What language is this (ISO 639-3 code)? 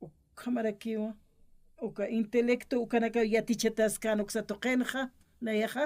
aym